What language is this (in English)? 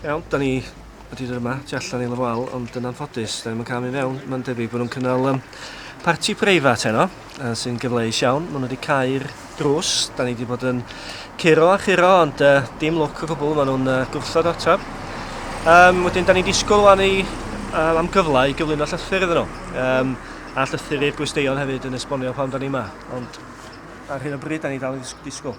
Welsh